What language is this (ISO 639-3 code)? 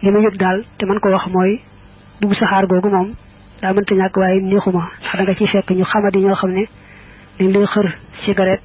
wol